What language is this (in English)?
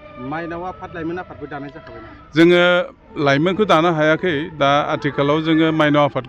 Bodo